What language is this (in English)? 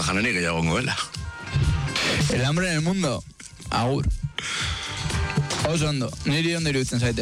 Basque